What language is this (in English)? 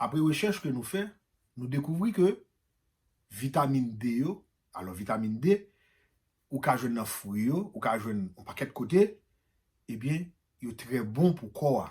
Haitian Creole